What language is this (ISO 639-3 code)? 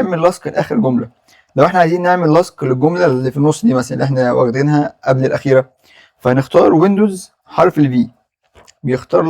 arz